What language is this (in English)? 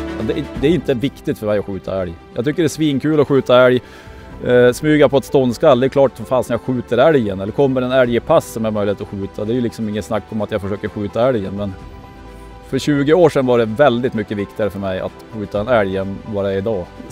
Swedish